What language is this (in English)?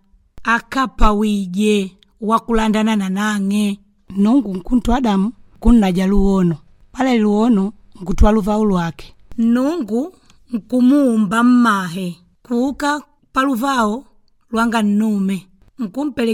Makonde